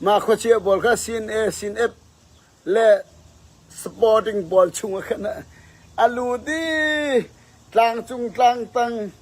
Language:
Falam Chin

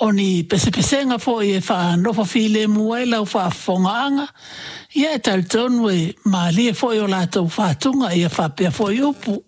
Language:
Samoan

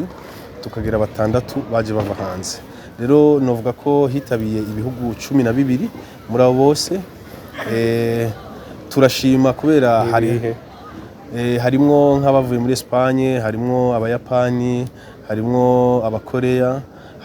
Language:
Rundi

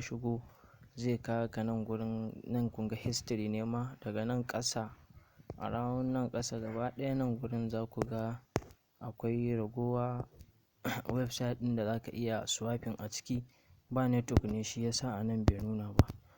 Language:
Hausa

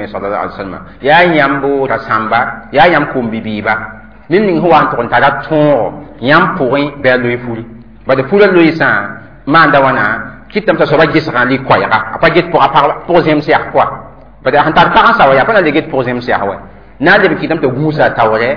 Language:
Mossi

